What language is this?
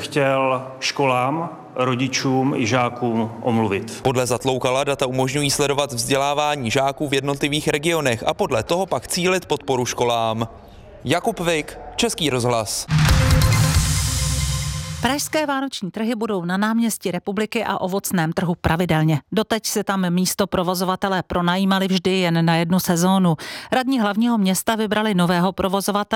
Czech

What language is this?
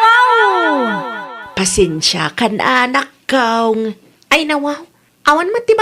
Iloko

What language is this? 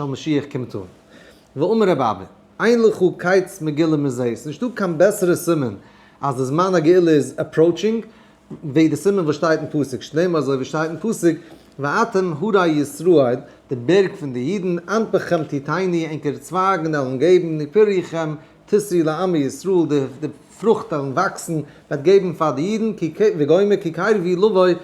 Yiddish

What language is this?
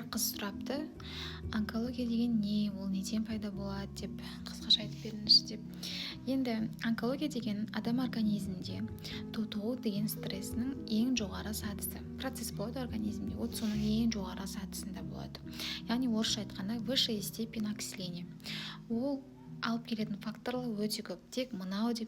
Kazakh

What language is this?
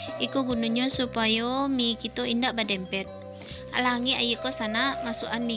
Minangkabau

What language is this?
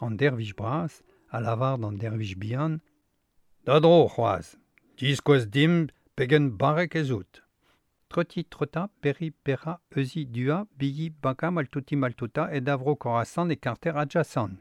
Breton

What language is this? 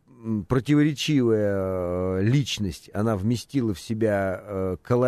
Russian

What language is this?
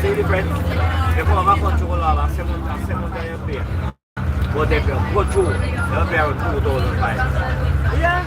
Jamaican Creole English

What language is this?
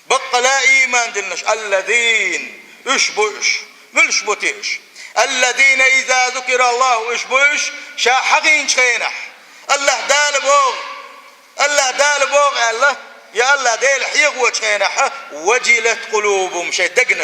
Chechen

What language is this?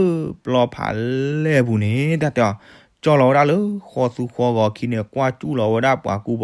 S'gaw Karen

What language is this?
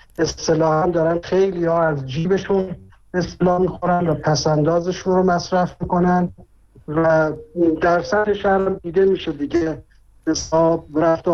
Persian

